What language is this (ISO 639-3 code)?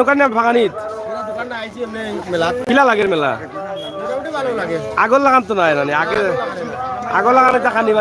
syl